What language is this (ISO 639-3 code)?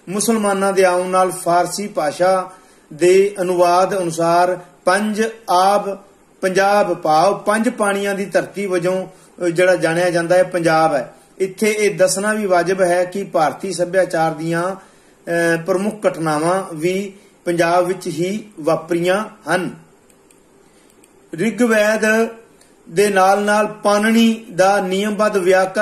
pan